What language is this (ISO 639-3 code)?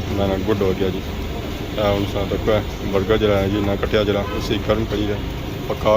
phr